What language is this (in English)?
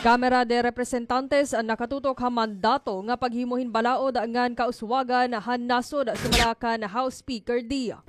Waray